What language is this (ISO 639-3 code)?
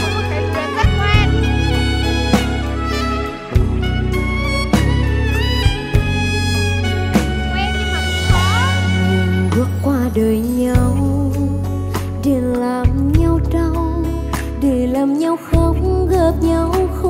vie